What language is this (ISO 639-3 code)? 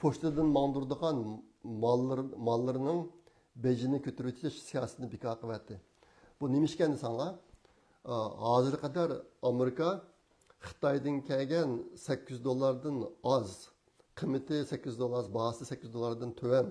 uig